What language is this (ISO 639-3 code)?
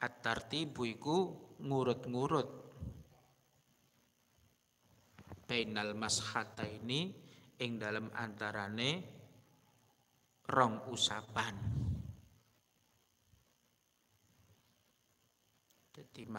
jav